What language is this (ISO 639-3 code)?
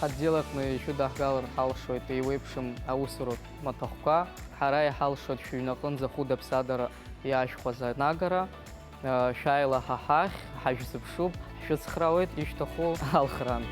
abk